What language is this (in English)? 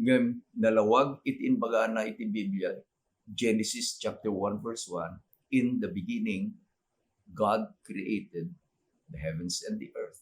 Iloko